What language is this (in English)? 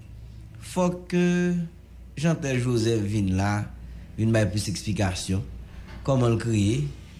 Haitian Creole